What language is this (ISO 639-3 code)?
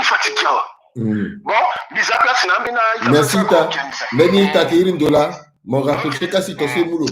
sag